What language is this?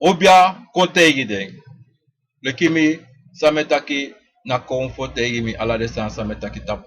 Sranan Tongo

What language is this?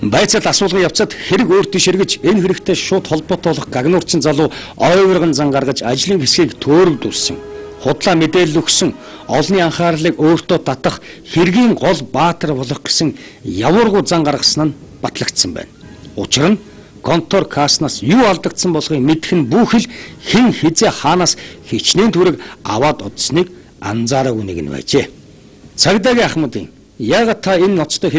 Mongolian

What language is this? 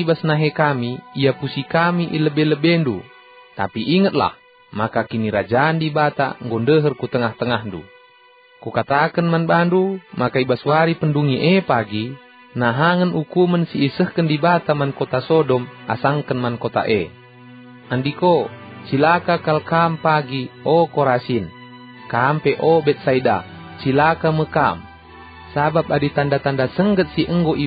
Batak Karo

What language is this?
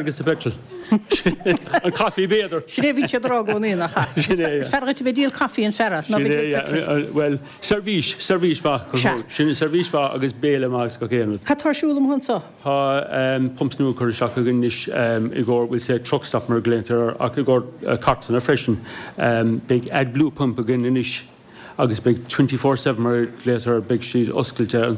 Irish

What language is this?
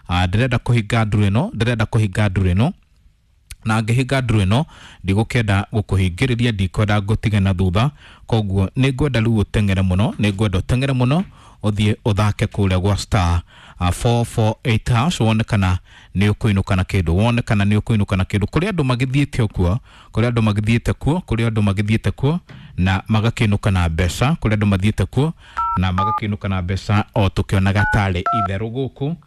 Kikuyu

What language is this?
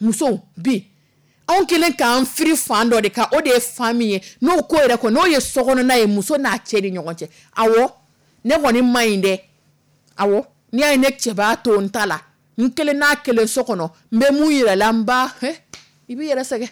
Dyula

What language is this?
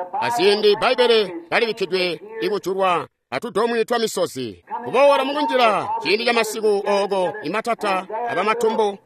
Tonga (Zambia)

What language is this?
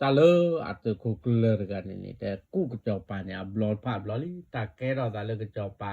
S'gaw Karen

